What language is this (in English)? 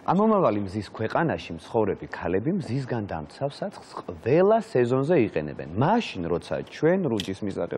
Georgian